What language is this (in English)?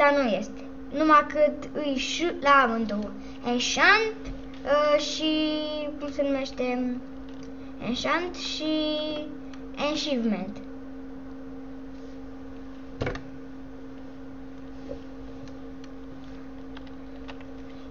Romanian